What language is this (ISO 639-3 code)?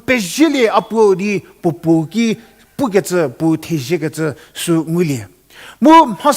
njm